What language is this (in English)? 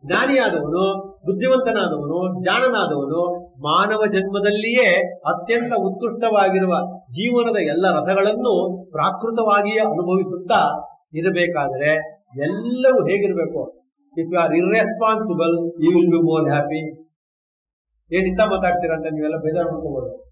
Kannada